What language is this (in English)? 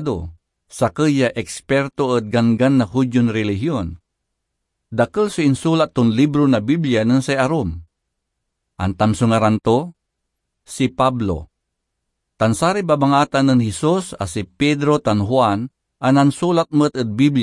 Pangasinan